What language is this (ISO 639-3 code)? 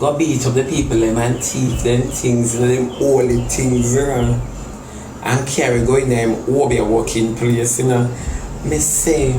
jam